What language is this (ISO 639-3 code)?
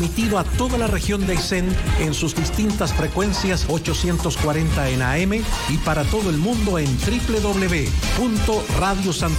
spa